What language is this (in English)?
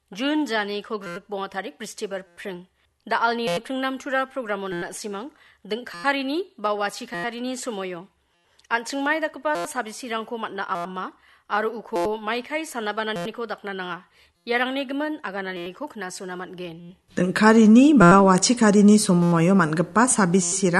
Garo